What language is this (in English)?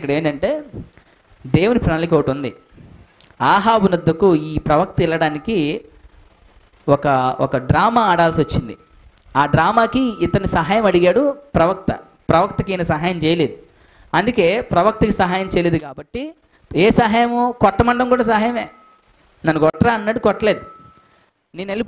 Telugu